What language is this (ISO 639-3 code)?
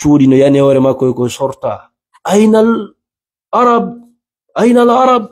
ful